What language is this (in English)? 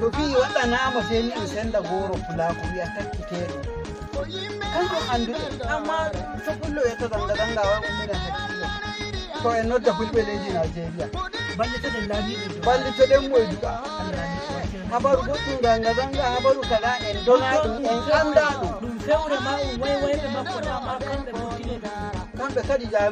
Nigerian Fulfulde